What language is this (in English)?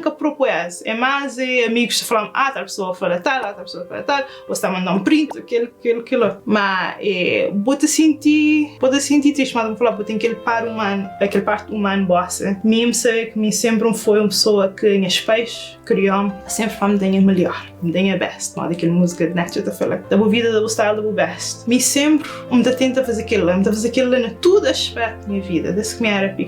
Kabuverdianu